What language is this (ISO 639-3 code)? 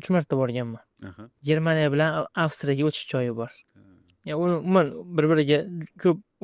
uzb